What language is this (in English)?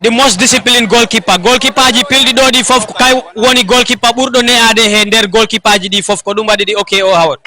Fula